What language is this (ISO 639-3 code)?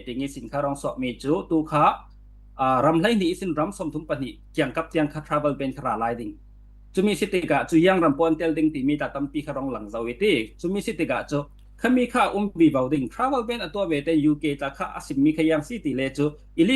cfm